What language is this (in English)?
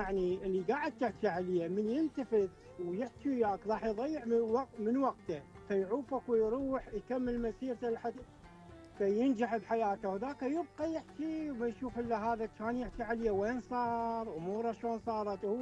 Mesopotamian Arabic